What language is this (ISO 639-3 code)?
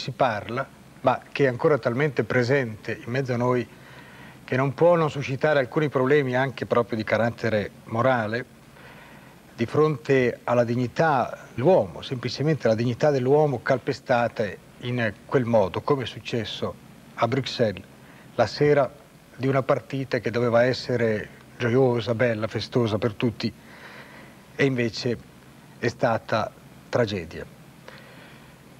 ita